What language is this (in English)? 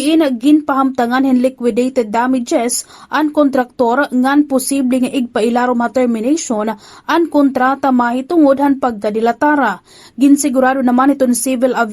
Waray